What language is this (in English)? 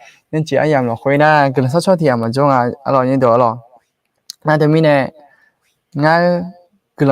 Akha